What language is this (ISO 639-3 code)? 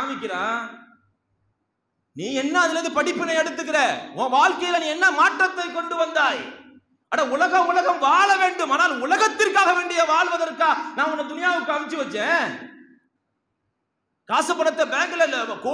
tam